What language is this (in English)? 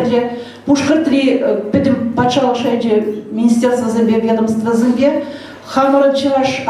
Chuvash